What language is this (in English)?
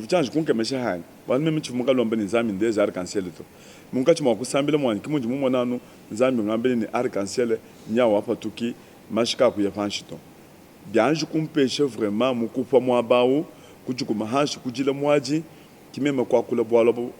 Luba-Lulua